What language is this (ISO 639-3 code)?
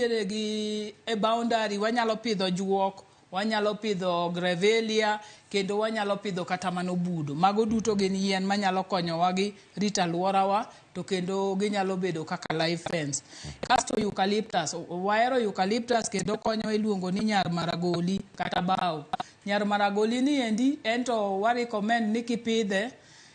luo